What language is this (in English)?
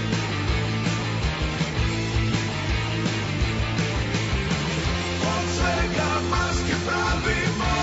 Serbian